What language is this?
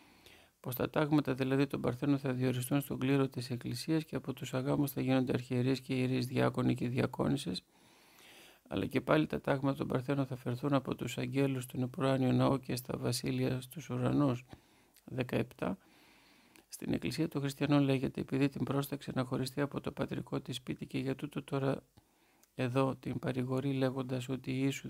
Greek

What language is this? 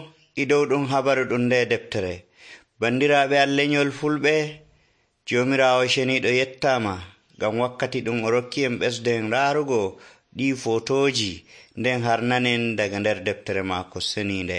Nigerian Fulfulde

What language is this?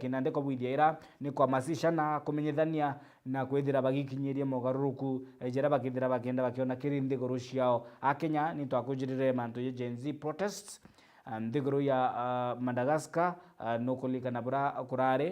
Meru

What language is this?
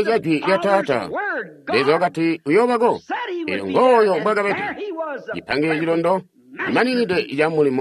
Tonga (Zambia)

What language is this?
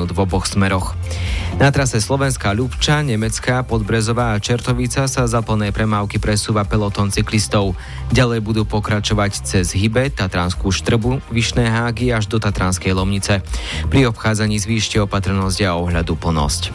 Slovak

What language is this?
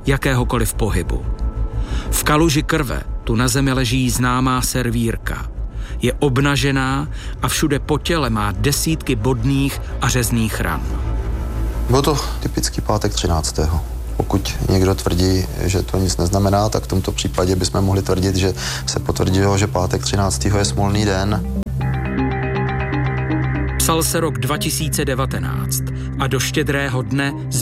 Czech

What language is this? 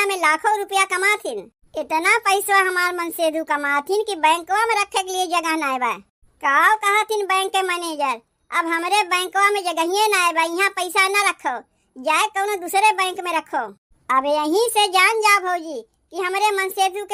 Awadhi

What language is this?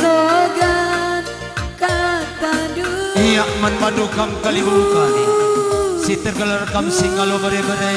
Batak Karo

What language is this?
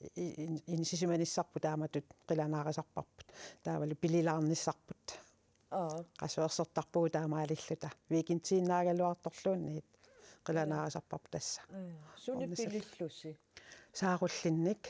Kalaallisut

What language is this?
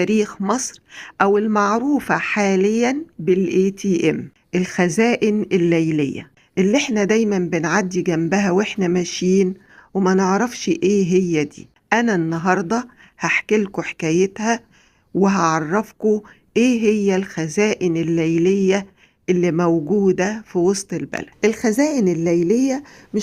Egyptian Arabic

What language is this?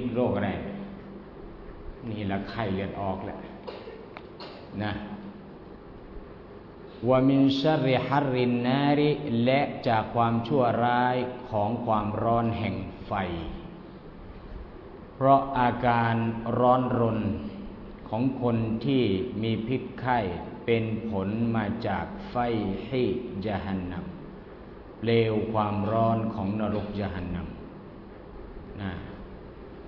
Thai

